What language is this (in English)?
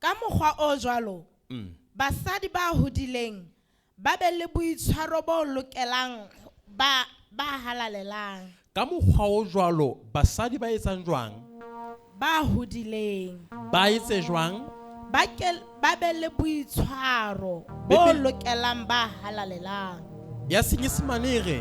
Southern Sotho